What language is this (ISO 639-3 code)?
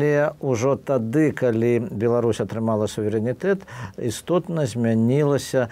bel